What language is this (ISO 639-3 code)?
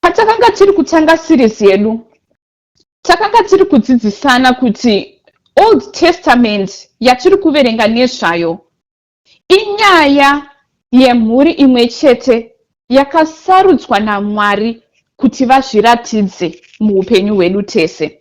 sna